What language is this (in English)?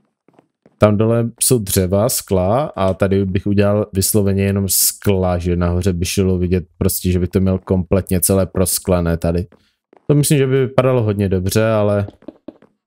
Czech